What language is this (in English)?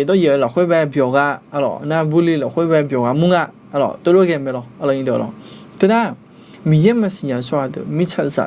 Akha